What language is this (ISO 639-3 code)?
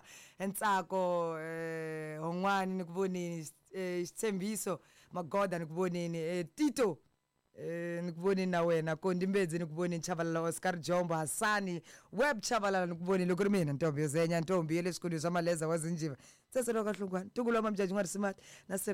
tso